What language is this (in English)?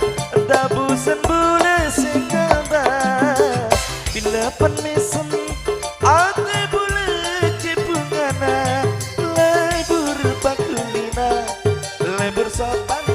Madurese